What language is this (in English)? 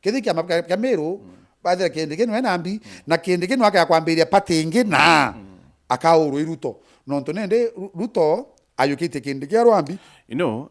Meru